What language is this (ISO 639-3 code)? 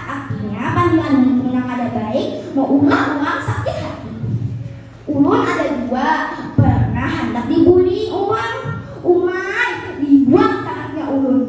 bjn